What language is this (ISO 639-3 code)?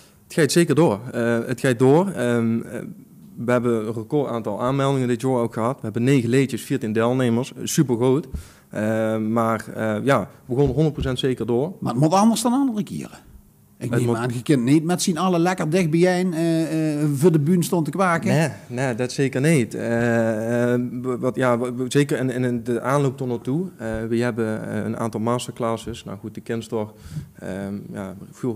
lim